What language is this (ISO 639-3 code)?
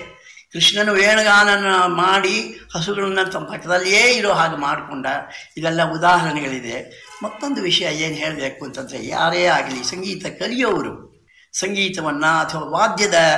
kan